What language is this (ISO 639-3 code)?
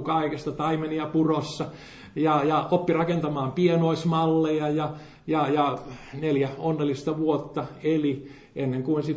fin